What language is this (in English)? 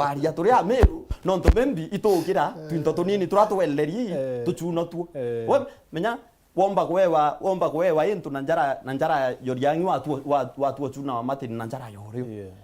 Meru